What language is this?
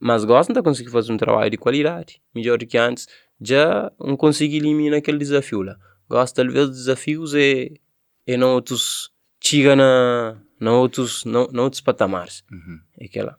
Kabuverdianu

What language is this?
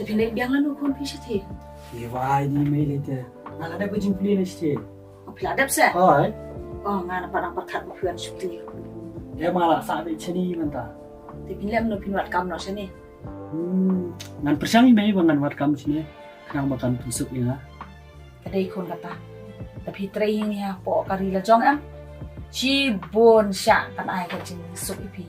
Khasi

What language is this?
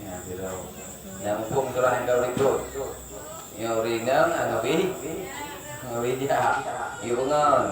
Achinese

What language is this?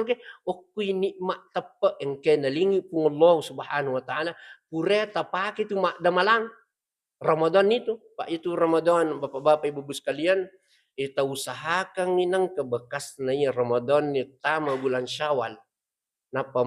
Buginese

